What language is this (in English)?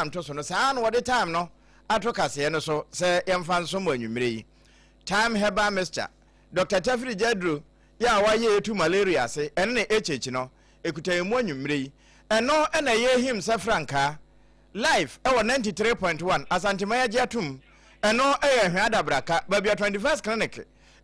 Akan